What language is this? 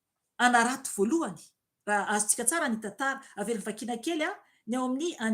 Malagasy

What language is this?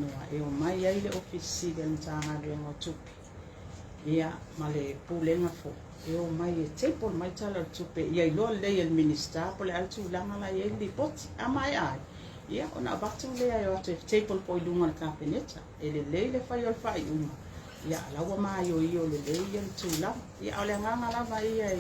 Samoan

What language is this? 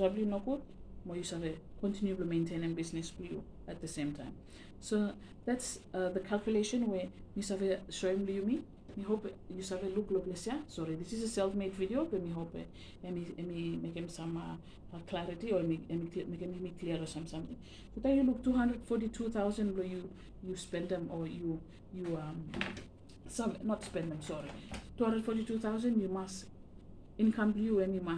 Bislama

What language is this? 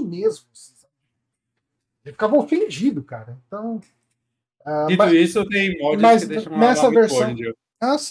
Portuguese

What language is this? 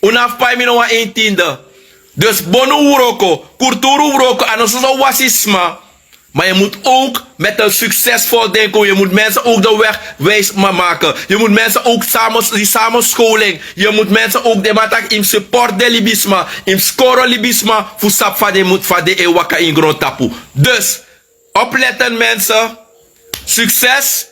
Sranan Tongo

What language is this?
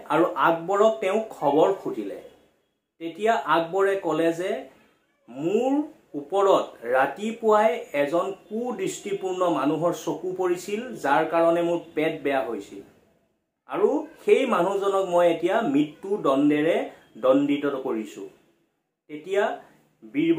Assamese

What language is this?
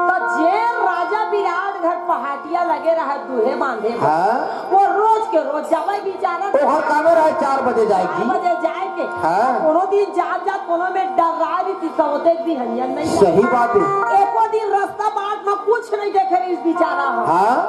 Chhattisgarhi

